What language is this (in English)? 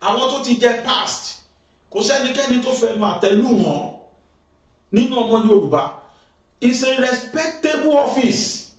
Yoruba